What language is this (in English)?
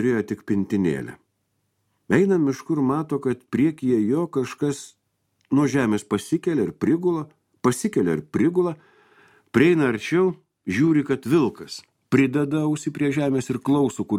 Lithuanian